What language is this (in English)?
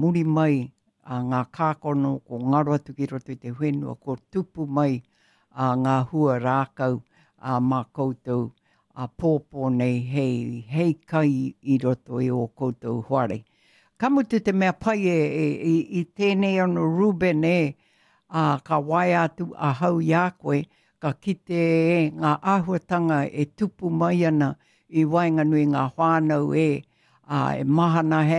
Māori